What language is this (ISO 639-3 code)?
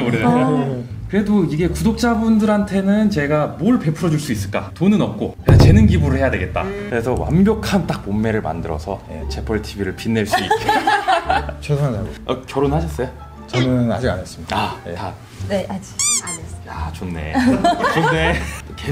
kor